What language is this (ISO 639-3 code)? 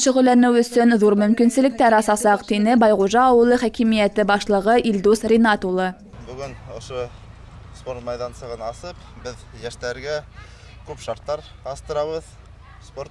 bak